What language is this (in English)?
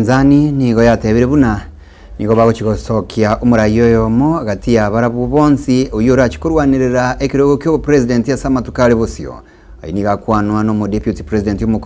Gusii